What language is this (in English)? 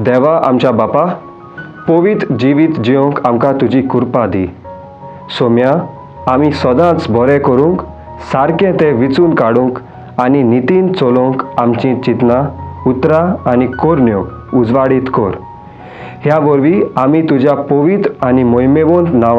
Konkani